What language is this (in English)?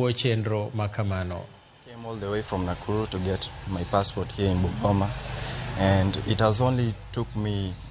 Luo (Kenya and Tanzania)